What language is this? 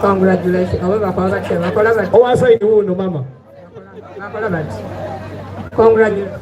Soga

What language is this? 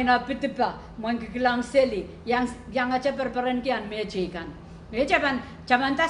Pohnpeian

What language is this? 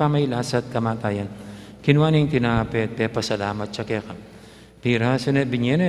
Pampanga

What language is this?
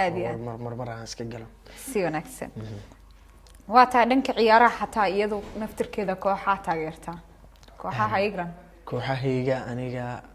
Somali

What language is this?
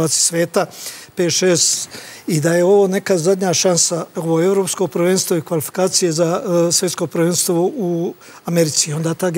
Serbian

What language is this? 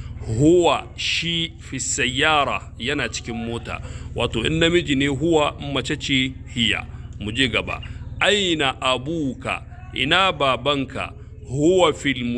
Hausa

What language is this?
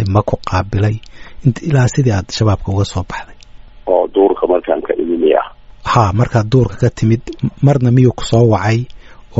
Somali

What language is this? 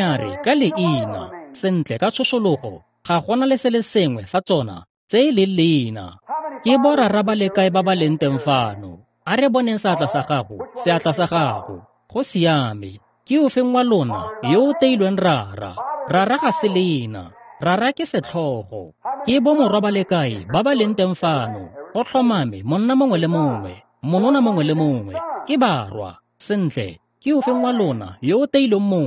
Tswana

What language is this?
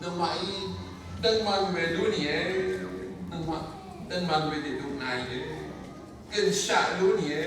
Rawang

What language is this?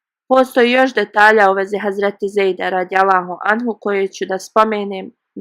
Bosnian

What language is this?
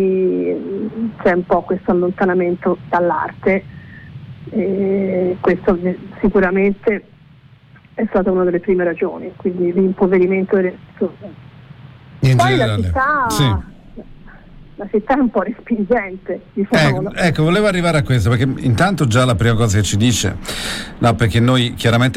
Italian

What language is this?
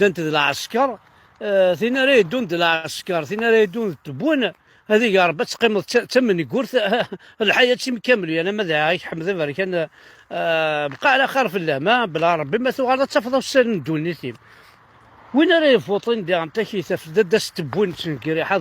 Kabyle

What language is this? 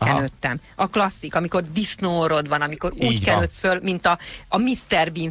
Hungarian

